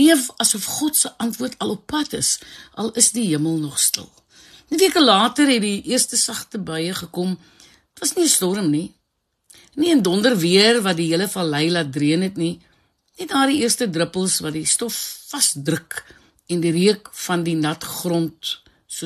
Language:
Afrikaans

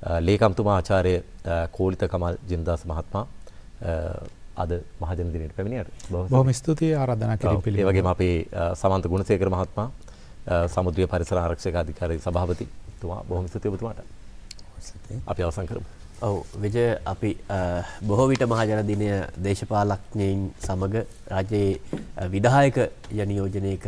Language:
Sinhala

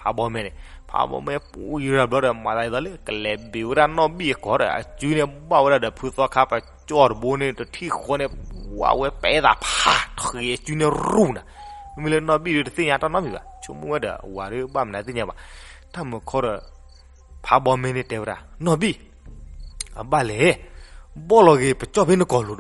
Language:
S'gaw Karen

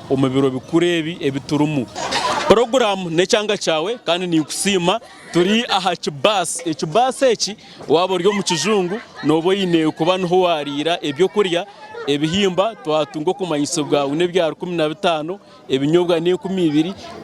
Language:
Nyankole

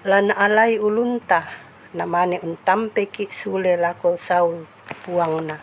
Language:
Toraja-Sa'dan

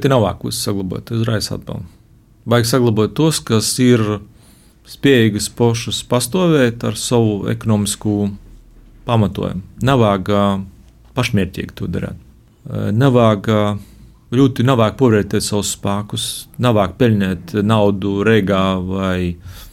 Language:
Latvian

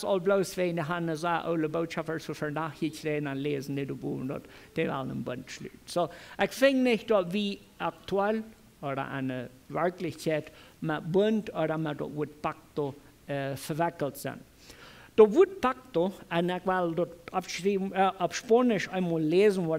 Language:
Plautdietsch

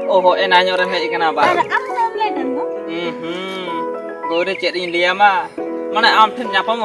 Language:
Santali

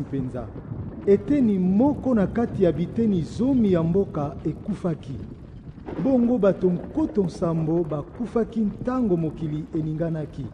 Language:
Lingala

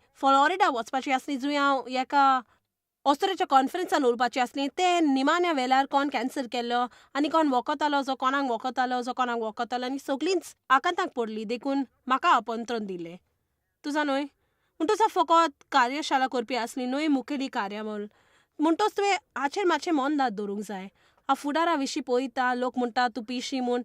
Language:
Konkani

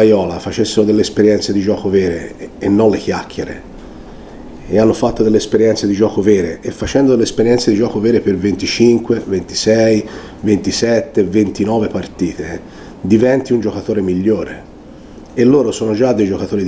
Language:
Italian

